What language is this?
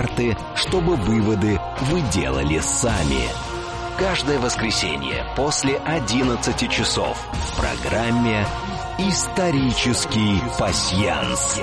Russian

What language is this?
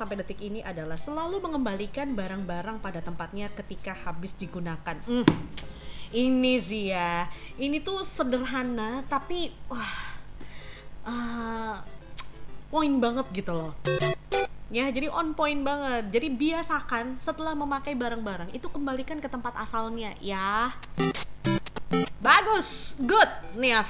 Indonesian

